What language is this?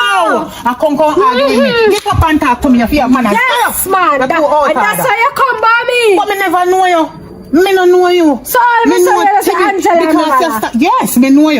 Jamaican Creole English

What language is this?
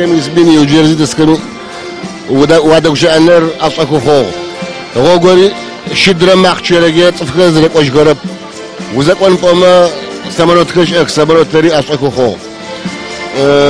Adyghe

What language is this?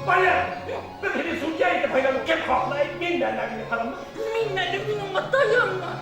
Bashkir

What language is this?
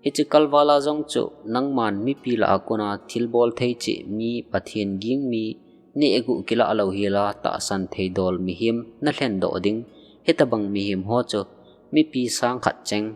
Thado Chin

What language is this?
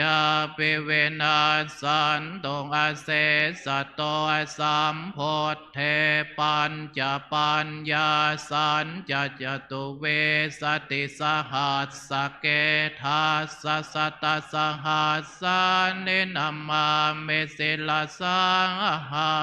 Pali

